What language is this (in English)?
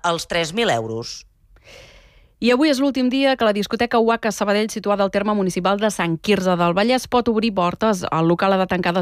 Catalan